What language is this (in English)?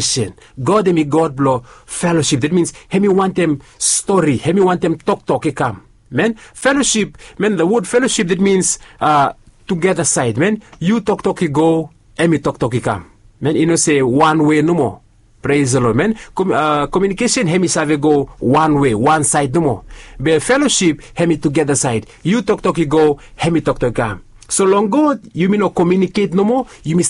Bislama